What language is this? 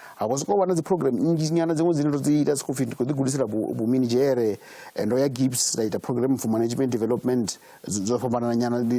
Venda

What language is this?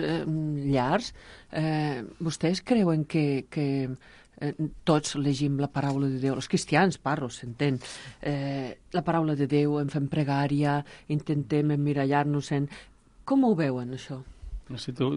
Catalan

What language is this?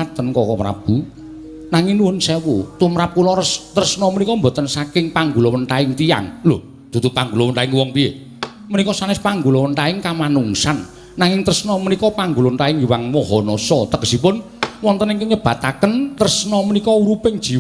Javanese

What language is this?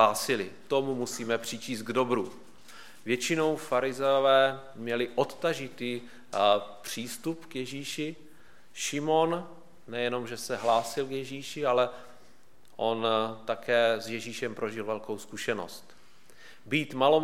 Czech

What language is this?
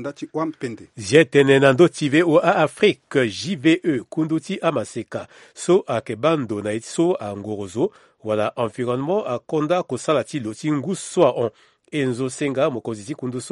Sango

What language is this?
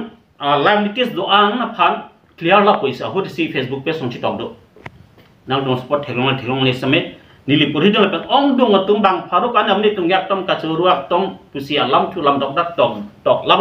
Karbi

